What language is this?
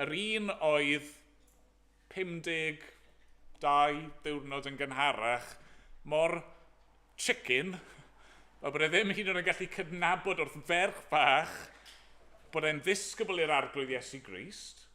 Welsh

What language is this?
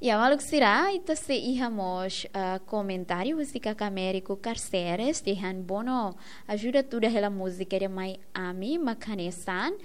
Tetum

